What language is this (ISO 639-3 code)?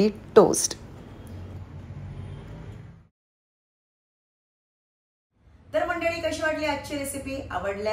mar